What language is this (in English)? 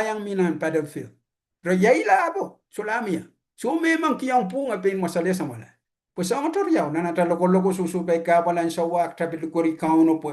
Pohnpeian